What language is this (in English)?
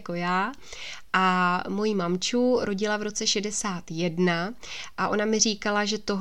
Czech